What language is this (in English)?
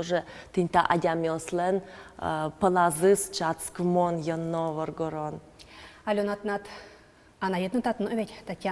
Udmurt